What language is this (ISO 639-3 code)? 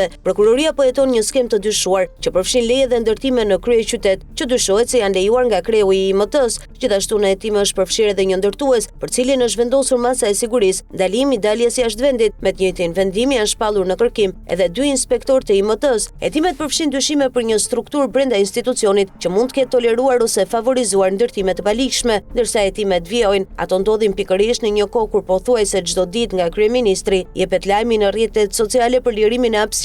sqi